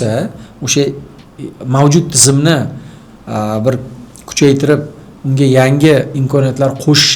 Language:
Uzbek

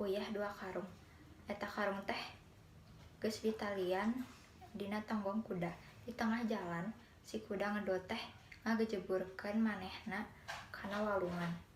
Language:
Sundanese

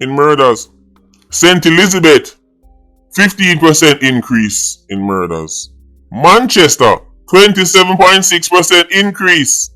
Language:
Jamaican Creole English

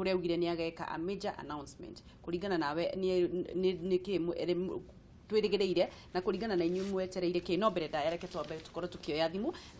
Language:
Kikuyu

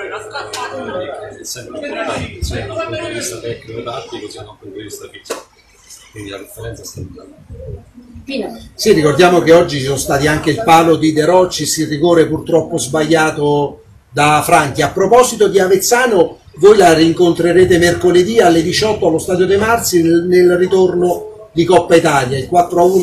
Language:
Italian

